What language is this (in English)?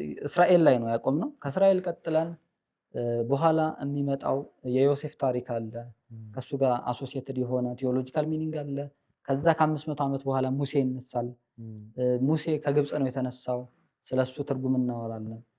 Amharic